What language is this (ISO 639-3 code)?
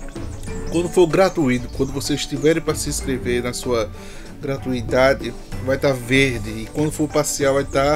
por